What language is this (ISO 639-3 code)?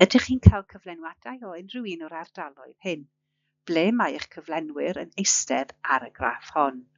cym